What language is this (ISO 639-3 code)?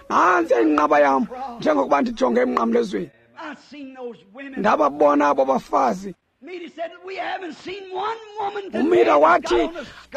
xho